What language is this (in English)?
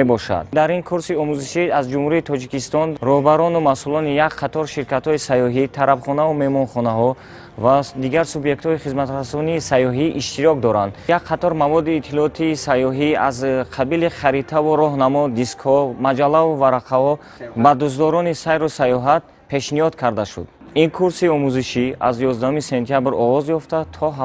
Tajik